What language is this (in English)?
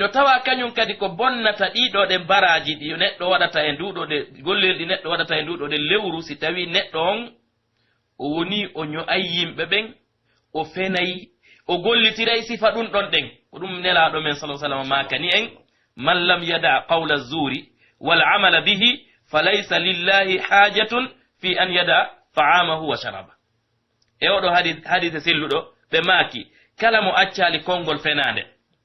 Pular